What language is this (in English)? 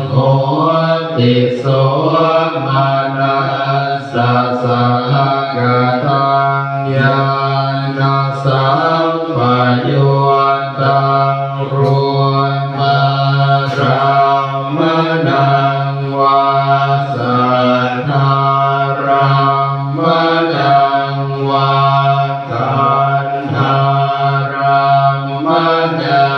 Pali